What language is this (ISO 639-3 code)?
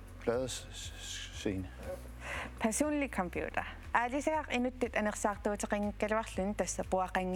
kal